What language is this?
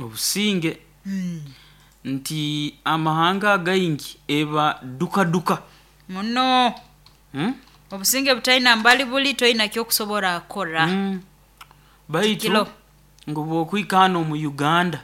Nyoro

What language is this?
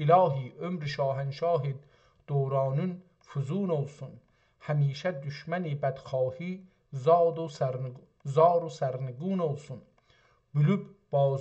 South Azerbaijani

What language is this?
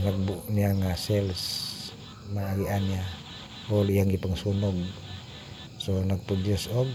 Cebuano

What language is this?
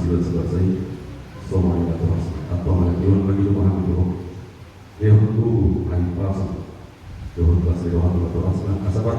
Batak Toba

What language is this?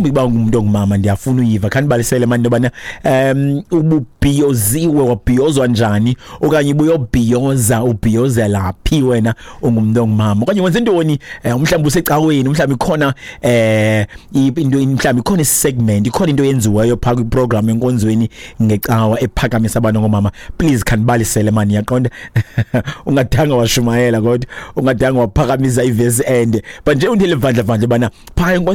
Xhosa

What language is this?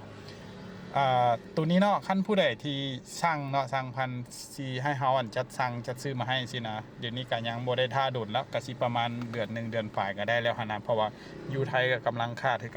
Lao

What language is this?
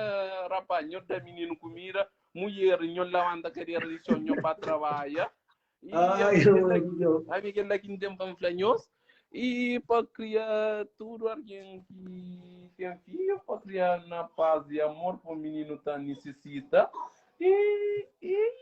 Kabuverdianu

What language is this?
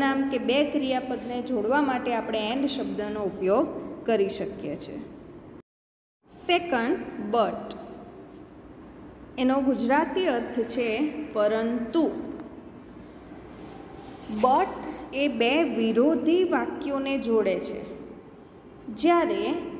Gujarati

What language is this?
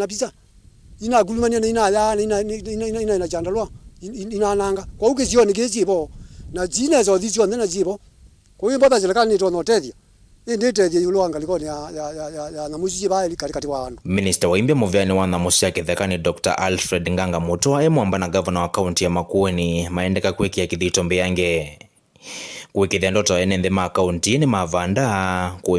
Kamba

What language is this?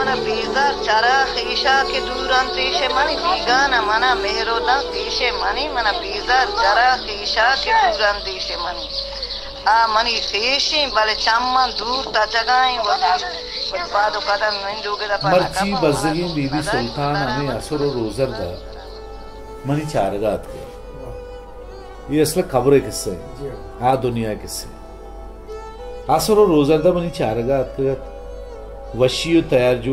Baluchi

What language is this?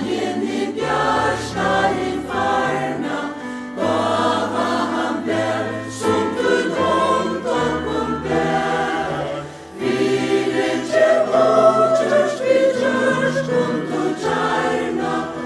Faroese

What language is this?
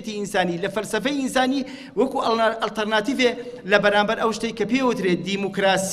Central Kurdish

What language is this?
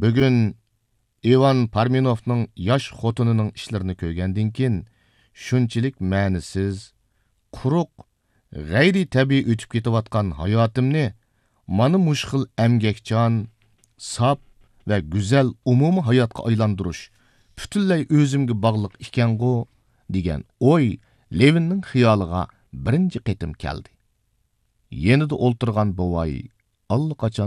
Uyghur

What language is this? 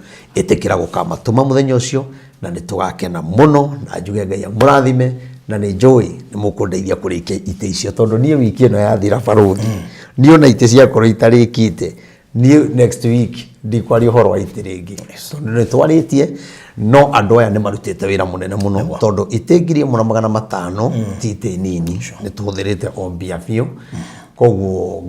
Kikuyu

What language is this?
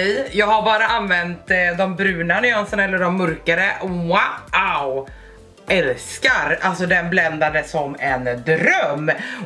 Swedish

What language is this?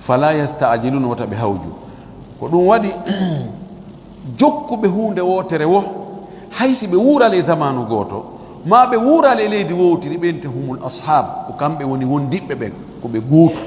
Fula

